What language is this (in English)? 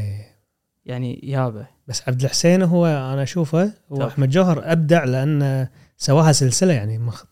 Gulf Arabic